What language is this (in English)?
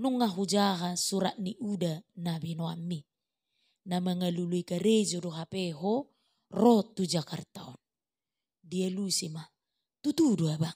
Batak Toba